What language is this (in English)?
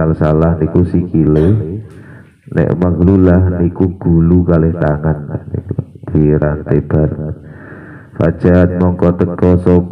Javanese